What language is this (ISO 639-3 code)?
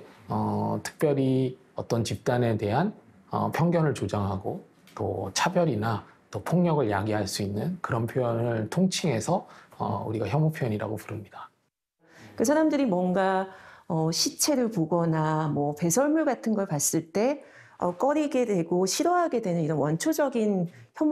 kor